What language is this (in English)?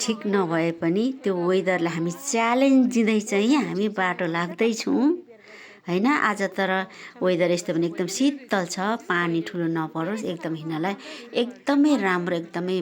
Nepali